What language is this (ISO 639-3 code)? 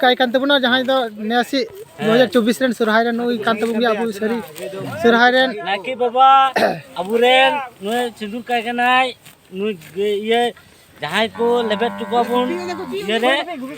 sat